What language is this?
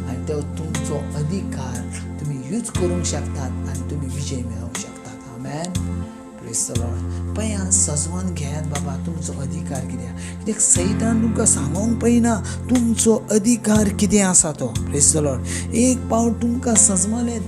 Konkani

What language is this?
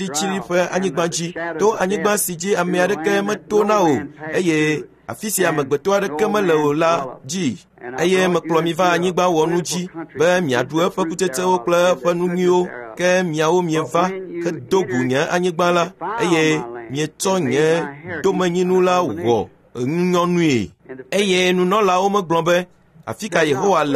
Ewe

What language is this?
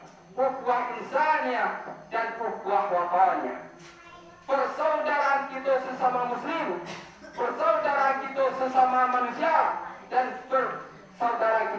Minangkabau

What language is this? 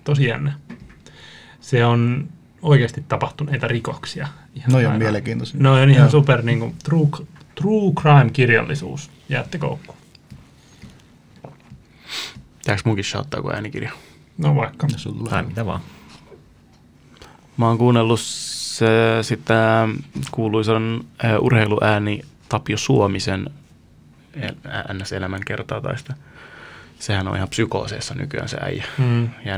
Finnish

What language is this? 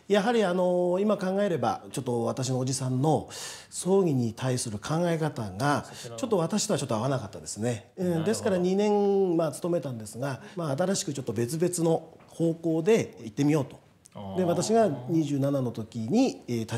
Japanese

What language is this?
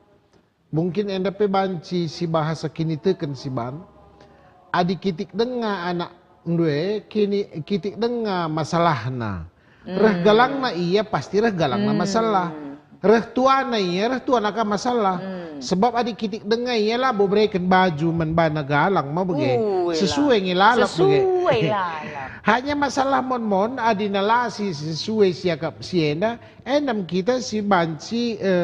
Batak Karo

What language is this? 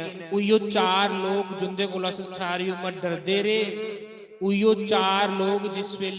Dogri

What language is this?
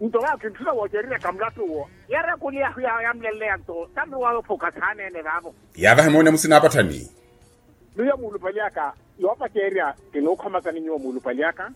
Makhuwa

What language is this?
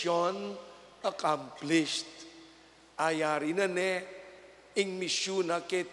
Pampanga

